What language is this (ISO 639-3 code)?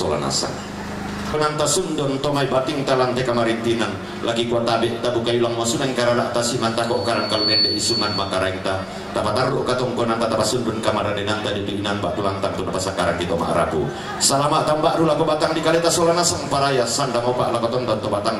sda